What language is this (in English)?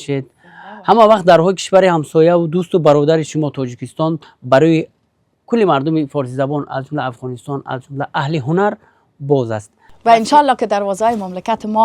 Persian